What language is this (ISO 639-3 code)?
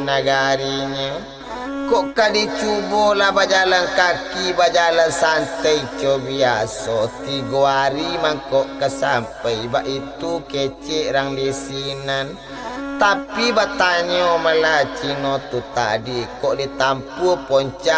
min